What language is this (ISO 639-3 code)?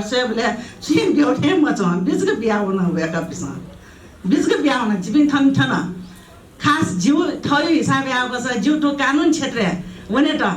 new